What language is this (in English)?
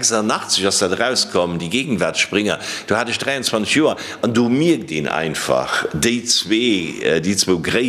Luxembourgish